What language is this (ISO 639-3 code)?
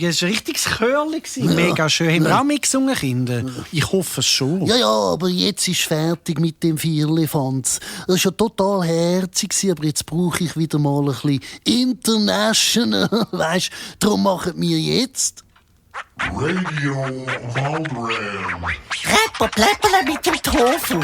gsw